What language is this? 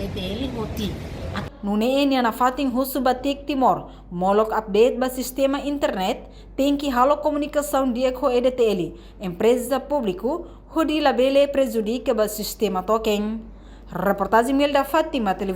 Tetum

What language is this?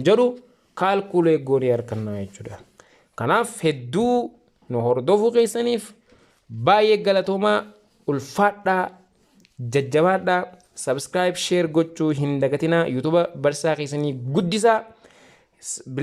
Oromo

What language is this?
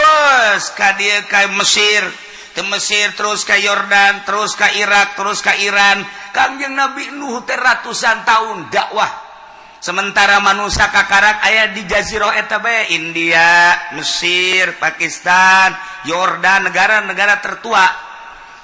Sundanese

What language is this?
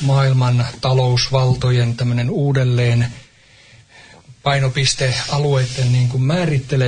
Finnish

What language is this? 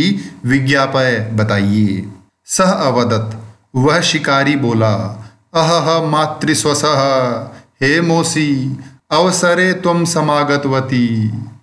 Hindi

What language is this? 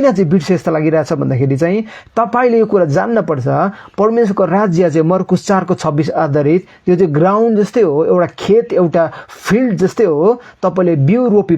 Nepali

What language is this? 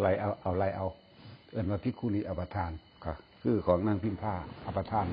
Lao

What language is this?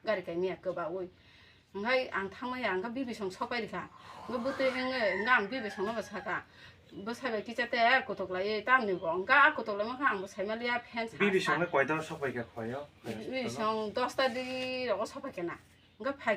Kok Borok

